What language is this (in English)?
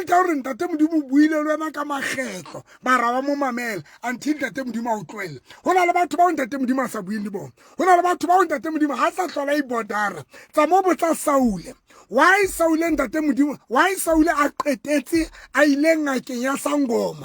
Southern Sotho